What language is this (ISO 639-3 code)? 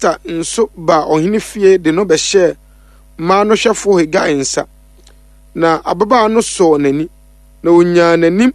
aka